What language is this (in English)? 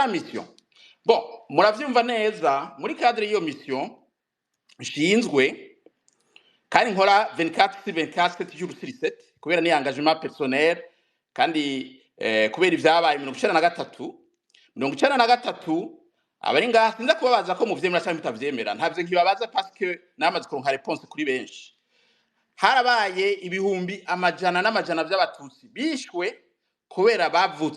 Rundi